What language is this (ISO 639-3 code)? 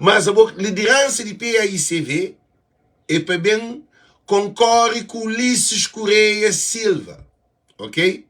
kea